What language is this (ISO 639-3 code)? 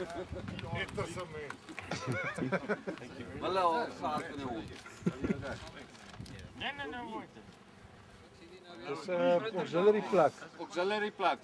afr